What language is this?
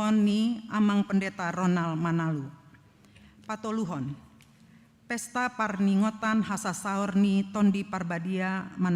Batak Toba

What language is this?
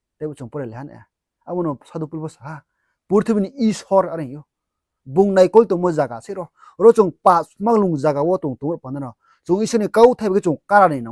Riang (India)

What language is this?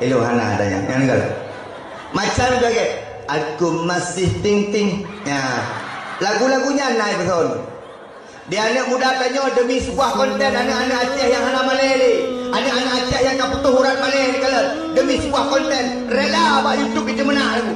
Achinese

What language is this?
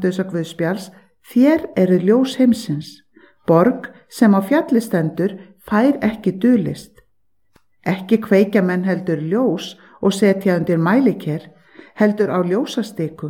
Icelandic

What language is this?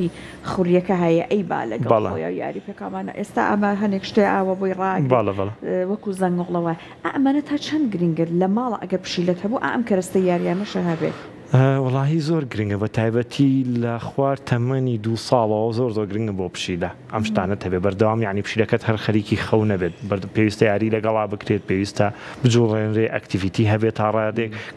Central Kurdish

